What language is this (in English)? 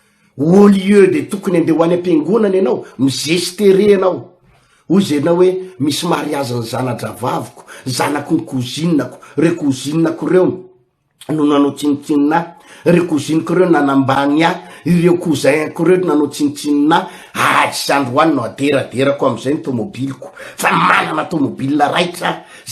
Malagasy